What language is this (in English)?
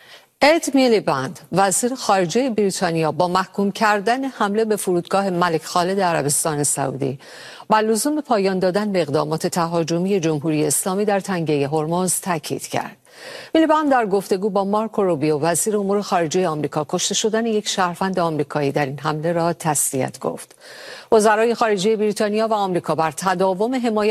Persian